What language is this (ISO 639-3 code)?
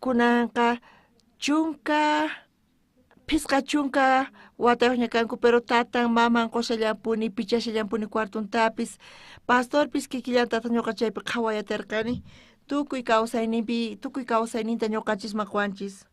quh